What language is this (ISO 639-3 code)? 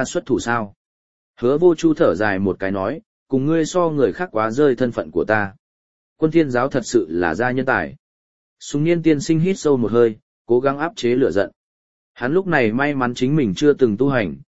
vie